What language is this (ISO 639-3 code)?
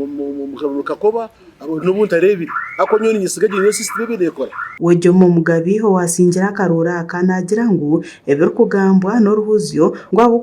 nyn